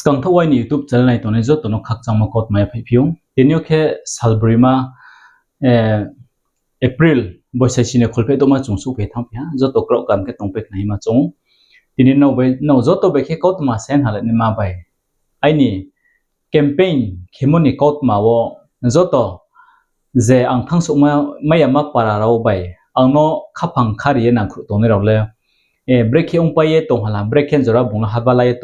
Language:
Riang (India)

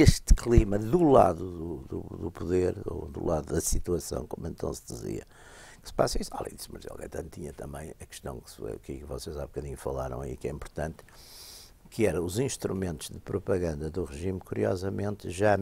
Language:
Portuguese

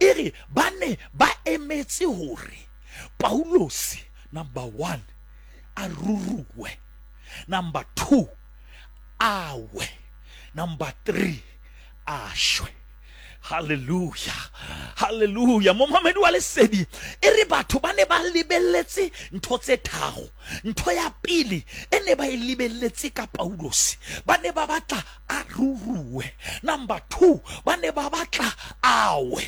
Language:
Southern Sotho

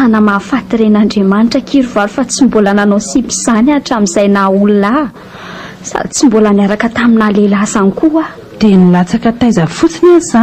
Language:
Malagasy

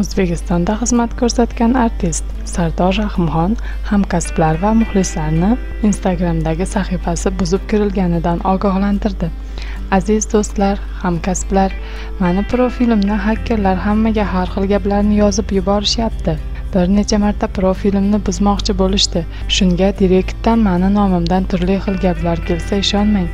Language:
Uzbek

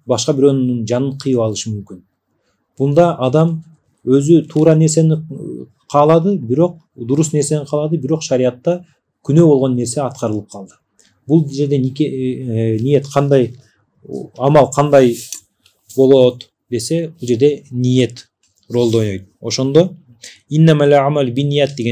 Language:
Kyrgyz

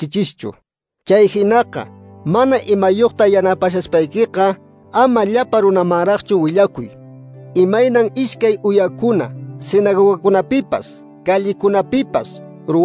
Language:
Quechua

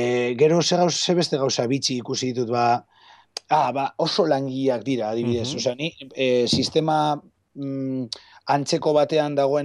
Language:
Basque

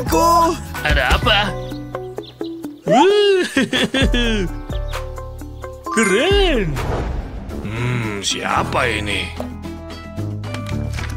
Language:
Indonesian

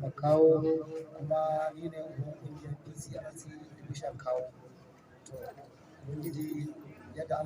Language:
Hausa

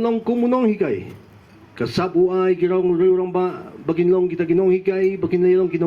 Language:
Khasi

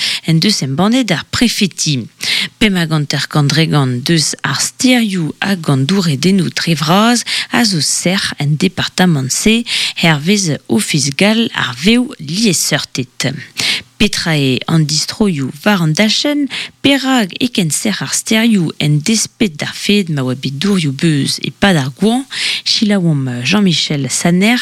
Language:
Breton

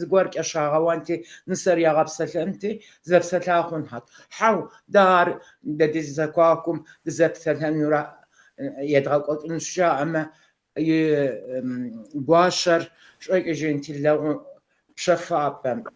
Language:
Kabardian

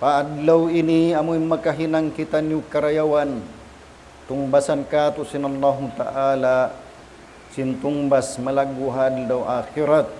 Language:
Tausug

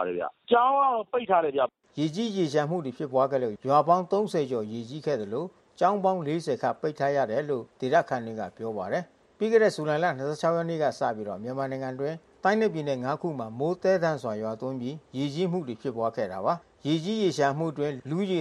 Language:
Burmese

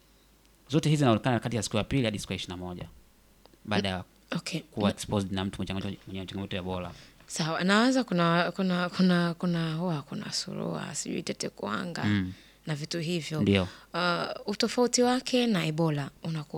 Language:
Swahili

